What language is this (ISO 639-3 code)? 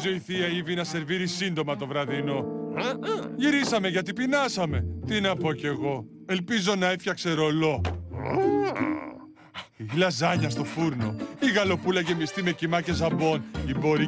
ell